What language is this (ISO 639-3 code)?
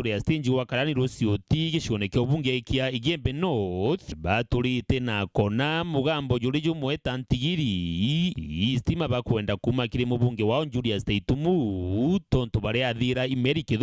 mer